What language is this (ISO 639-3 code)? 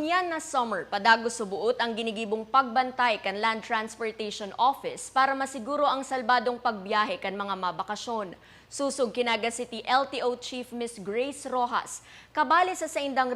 bik